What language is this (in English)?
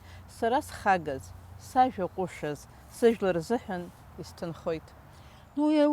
Abkhazian